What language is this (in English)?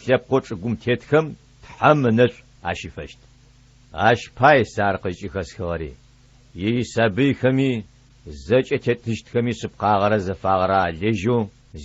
Adyghe